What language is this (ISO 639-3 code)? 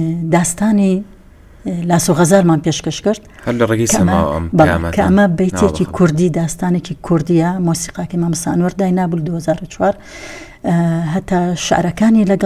ckb